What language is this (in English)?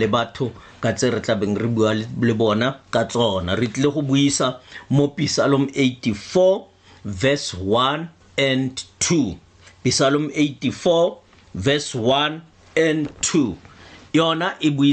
Tswana